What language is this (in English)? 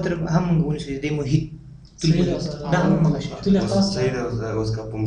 Pashto